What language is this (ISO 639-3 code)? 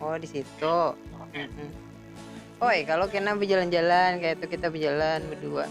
bjn